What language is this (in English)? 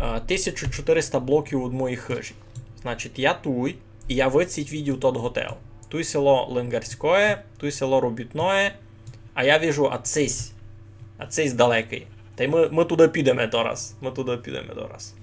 Rusyn